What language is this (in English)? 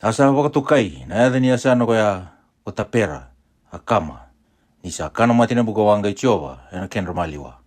Fijian